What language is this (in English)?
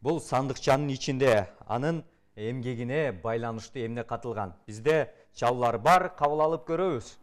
Kyrgyz